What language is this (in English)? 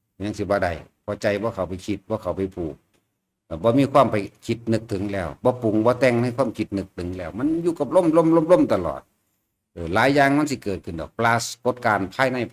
Northeastern Thai